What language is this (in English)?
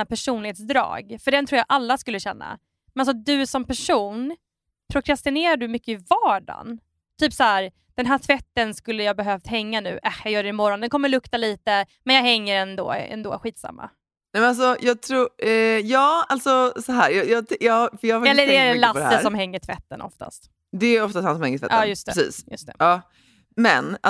Swedish